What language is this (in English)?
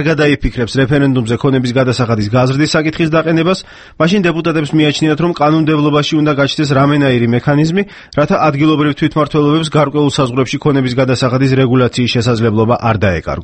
Georgian